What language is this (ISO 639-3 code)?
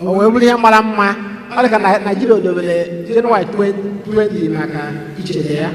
ibo